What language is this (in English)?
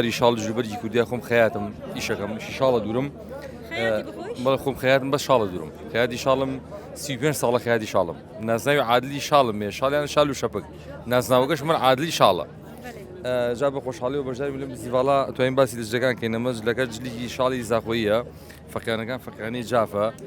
Kurdish